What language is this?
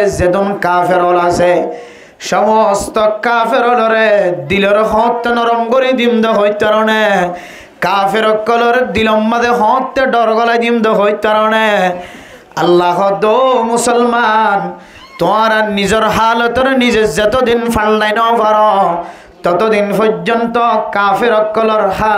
Rohingya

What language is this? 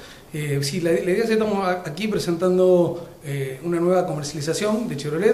Spanish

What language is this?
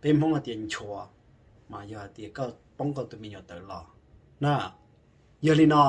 Hmong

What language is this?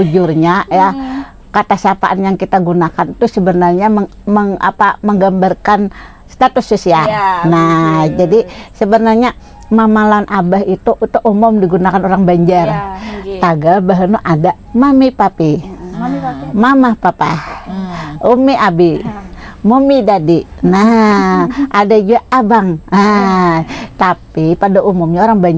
Banjar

